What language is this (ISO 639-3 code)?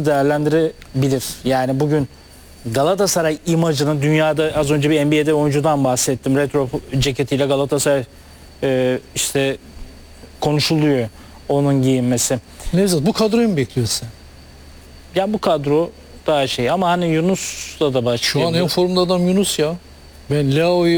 tur